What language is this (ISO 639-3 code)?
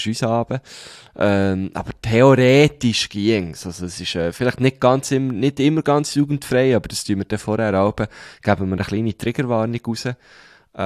deu